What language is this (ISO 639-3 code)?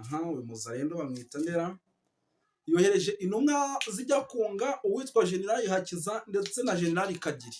kin